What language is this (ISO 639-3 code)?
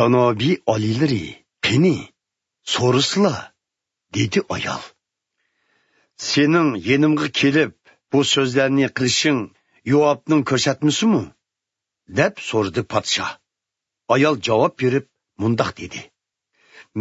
uig